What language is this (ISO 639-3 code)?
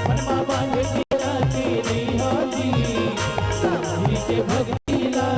hne